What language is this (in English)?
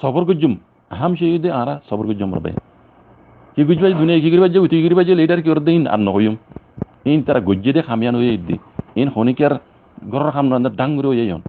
Rohingya